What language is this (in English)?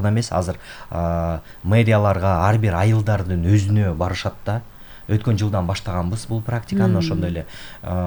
Kyrgyz